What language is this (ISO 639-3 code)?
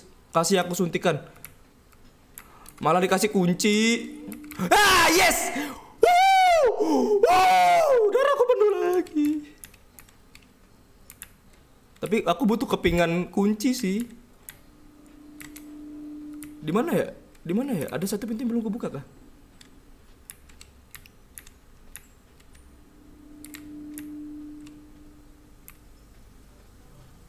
ind